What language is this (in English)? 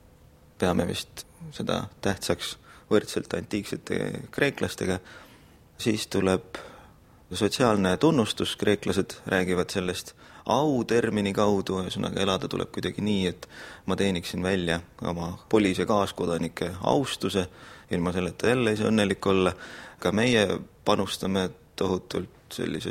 Estonian